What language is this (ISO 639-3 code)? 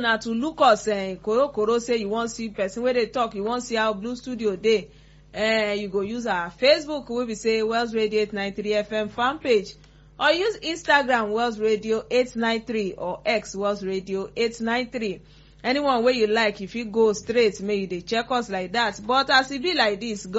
pcm